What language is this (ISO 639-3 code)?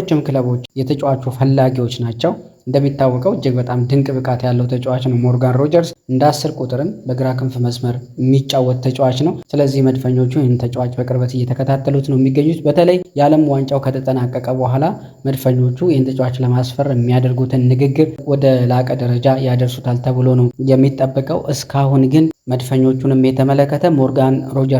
amh